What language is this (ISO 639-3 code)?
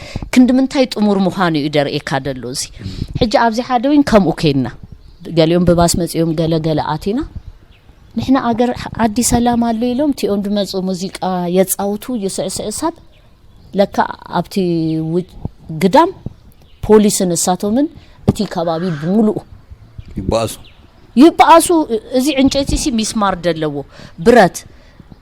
tir